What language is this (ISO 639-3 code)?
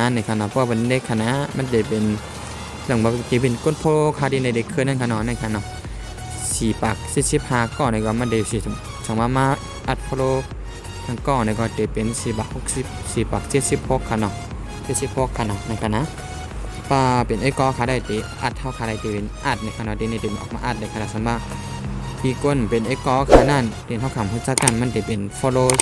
shn